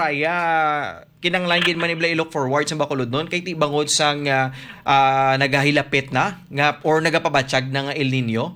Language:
Hiligaynon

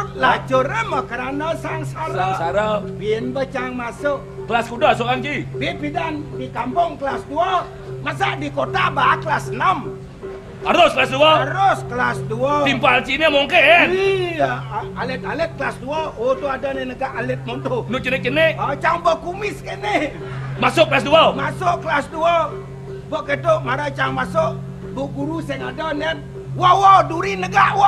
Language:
Balinese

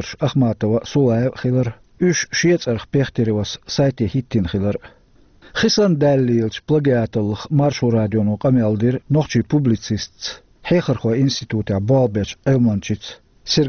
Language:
Chechen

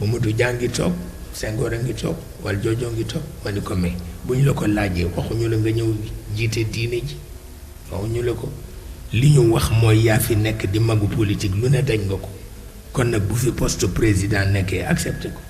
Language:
Wolof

